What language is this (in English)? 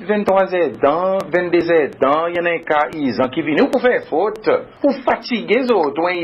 Seselwa Creole French